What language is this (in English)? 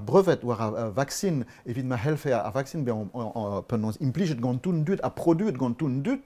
Breton